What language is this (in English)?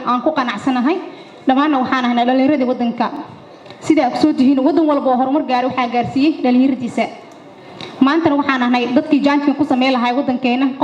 Somali